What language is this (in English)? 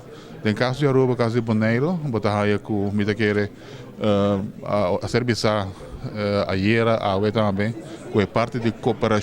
Papiamento